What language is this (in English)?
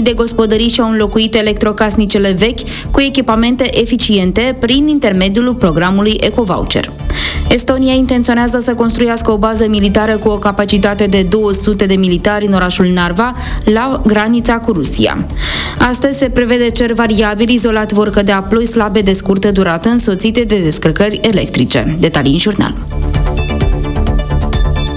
Romanian